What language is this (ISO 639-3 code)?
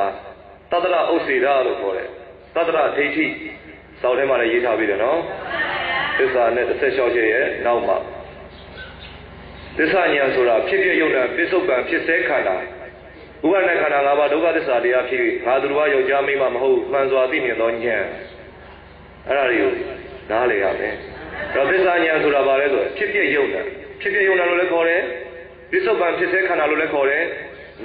mya